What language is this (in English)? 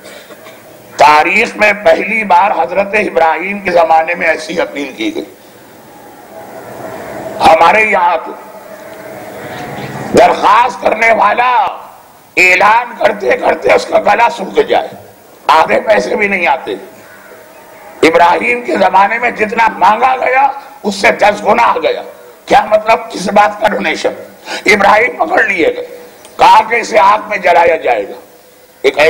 Urdu